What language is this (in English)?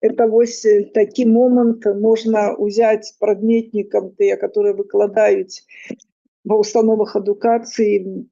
Belarusian